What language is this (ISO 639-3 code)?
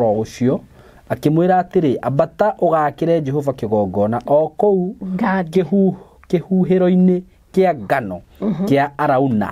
kik